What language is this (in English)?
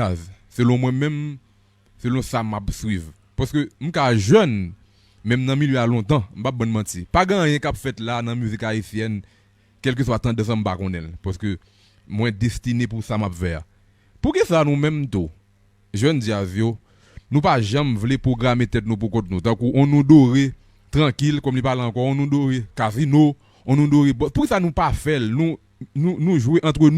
Haitian Creole